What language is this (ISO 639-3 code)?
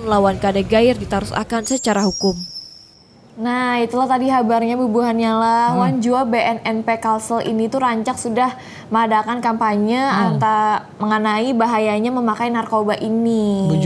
bjn